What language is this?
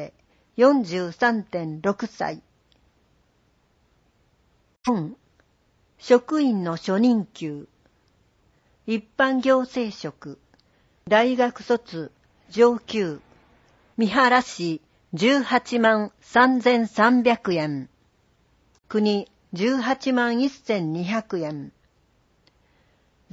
Japanese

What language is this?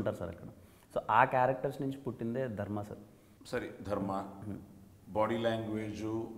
Telugu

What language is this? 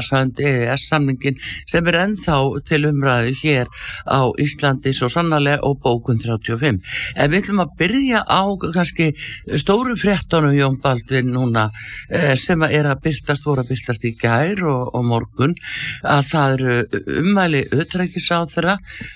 Icelandic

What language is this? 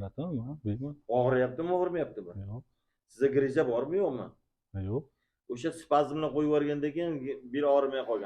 Uzbek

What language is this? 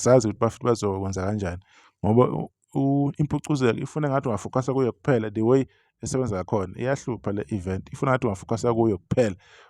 Zulu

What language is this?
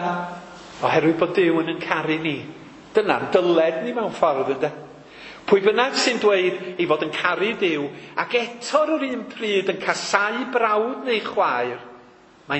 Welsh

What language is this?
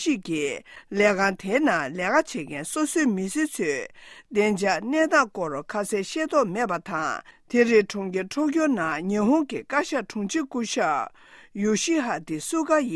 Tibetan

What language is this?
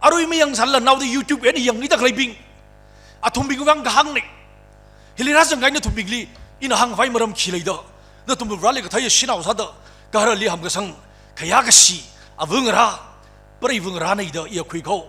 Tangkhul Naga (India)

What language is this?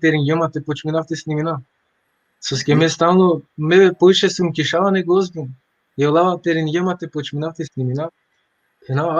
Balkan Romani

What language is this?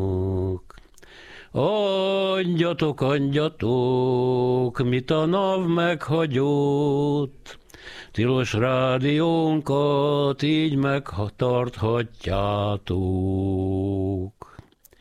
Hungarian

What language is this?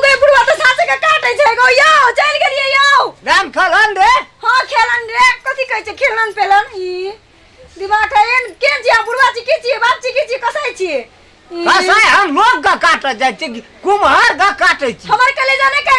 Maithili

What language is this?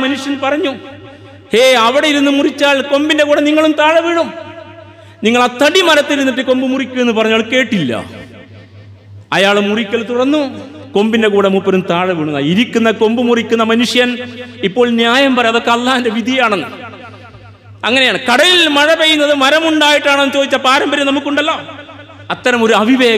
Malayalam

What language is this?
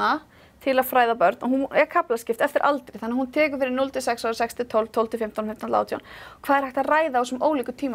Icelandic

